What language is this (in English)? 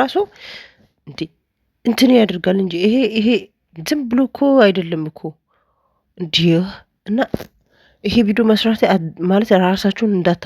Amharic